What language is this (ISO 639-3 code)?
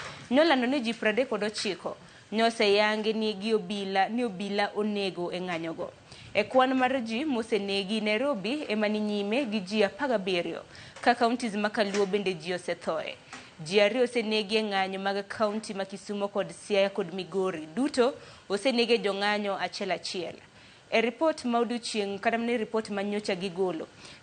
luo